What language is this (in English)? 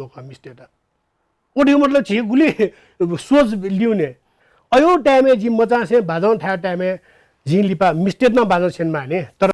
Newari